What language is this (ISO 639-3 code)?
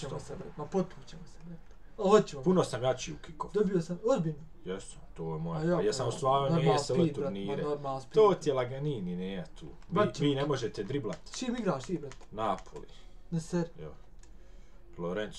bos